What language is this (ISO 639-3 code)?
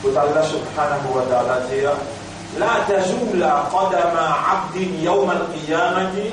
mfe